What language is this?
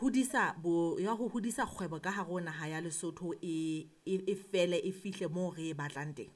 Southern Sotho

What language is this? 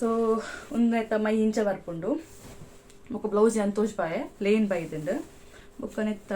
Tulu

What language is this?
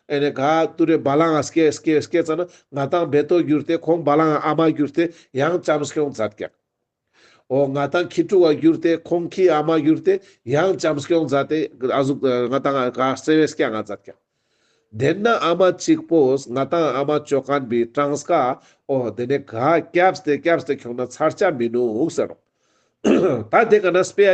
Ladakhi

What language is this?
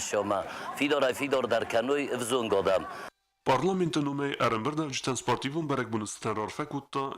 Ossetic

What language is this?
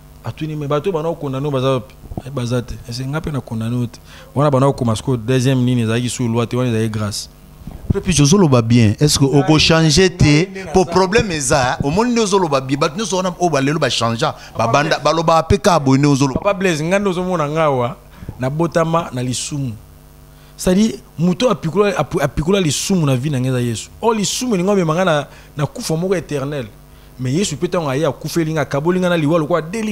Lingala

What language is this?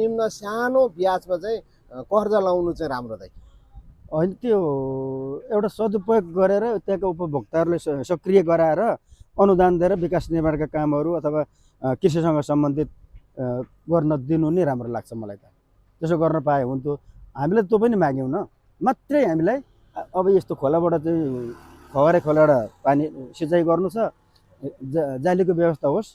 Nepali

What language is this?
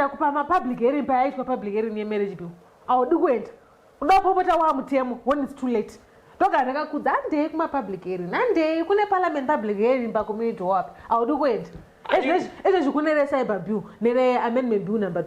Shona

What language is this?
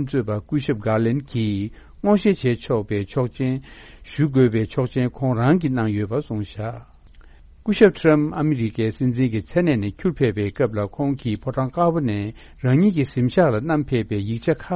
Tibetan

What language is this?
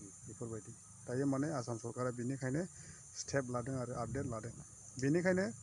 Bodo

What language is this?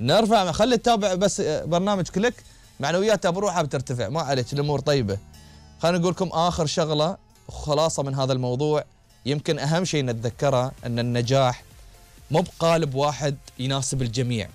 Gulf Arabic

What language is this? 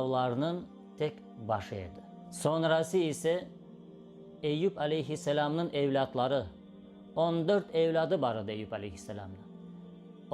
Crimean Tatar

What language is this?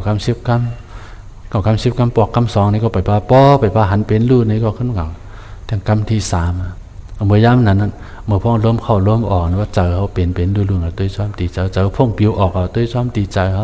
Shan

